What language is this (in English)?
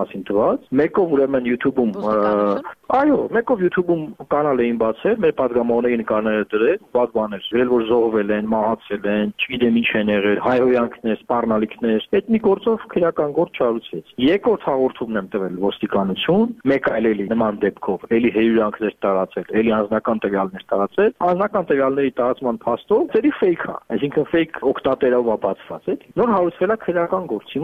Armenian